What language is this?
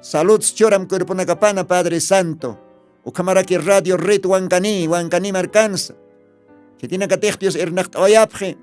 Aymara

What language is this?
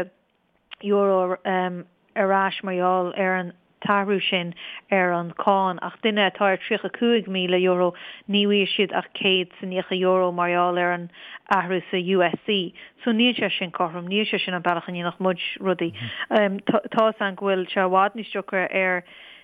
Irish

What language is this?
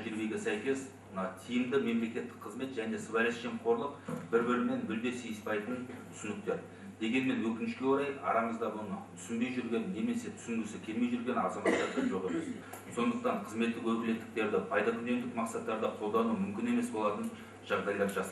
Kazakh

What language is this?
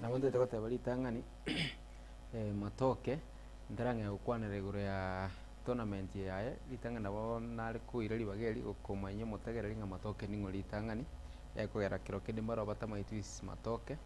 Gusii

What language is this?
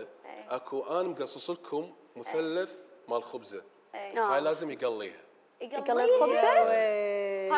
Mesopotamian Arabic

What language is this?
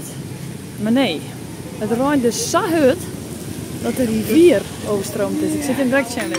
Western Frisian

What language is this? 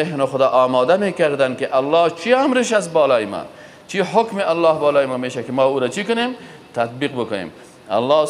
Persian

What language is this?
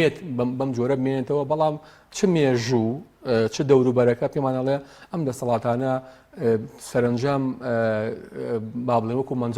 Central Kurdish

